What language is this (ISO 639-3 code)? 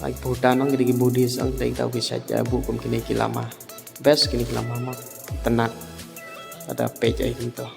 kha